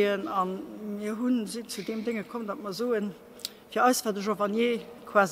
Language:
Luxembourgish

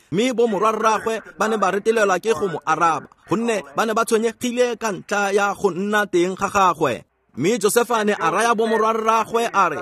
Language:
Tswana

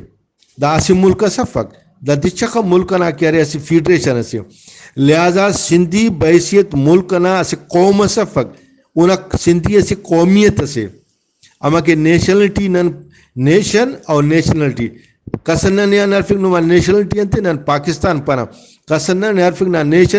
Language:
Brahui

